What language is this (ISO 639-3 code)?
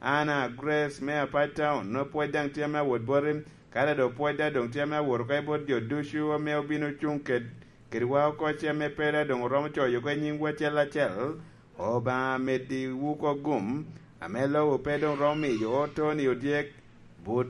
laj